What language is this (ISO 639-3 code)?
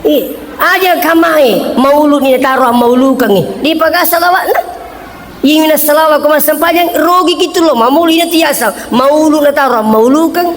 bug